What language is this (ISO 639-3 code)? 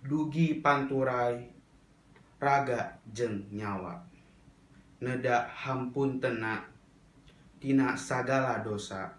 sun